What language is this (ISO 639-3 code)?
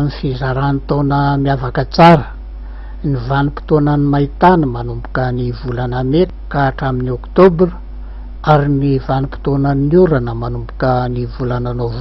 mlg